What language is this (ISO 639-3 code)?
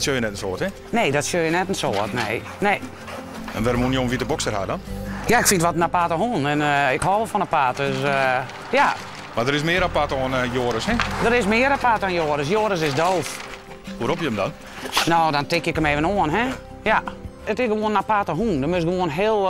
fry